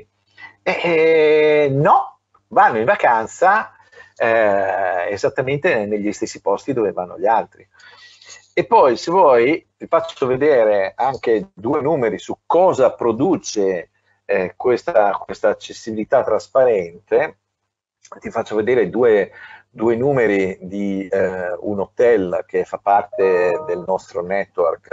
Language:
Italian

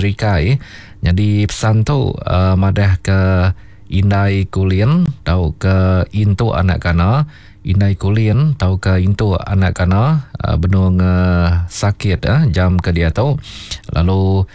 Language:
Iban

